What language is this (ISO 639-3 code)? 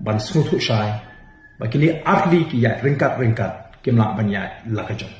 kha